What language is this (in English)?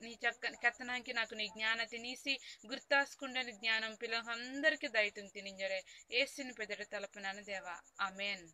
Koya